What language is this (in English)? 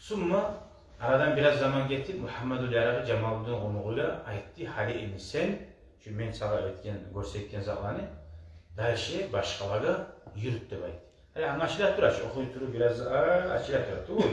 Kumyk